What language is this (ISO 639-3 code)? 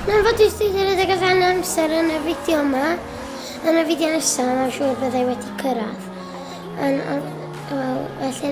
cym